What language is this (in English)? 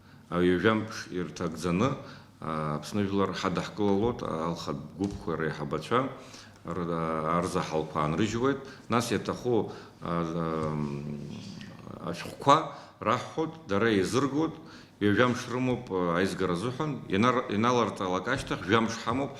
Abkhazian